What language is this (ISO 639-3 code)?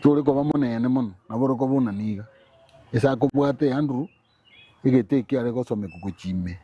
guz